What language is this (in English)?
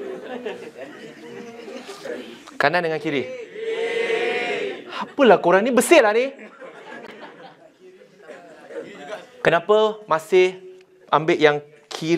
Malay